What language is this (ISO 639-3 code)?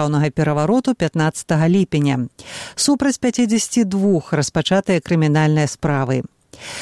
bel